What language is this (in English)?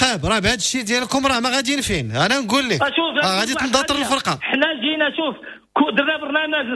Moroccan Arabic